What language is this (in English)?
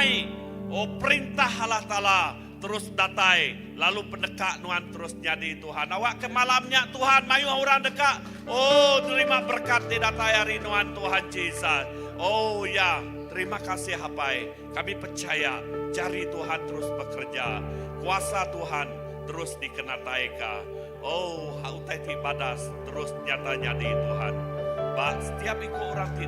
Iban